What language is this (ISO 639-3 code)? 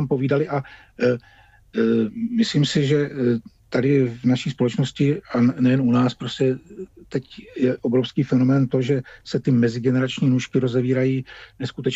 ces